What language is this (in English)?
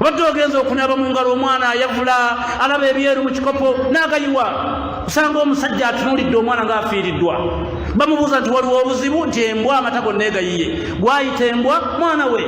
Ganda